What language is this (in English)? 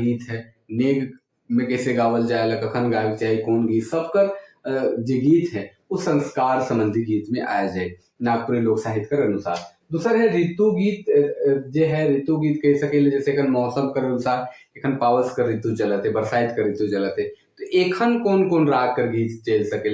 Sadri